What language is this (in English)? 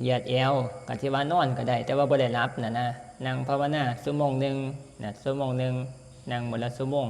Northeastern Thai